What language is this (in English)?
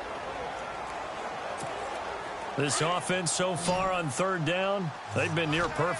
English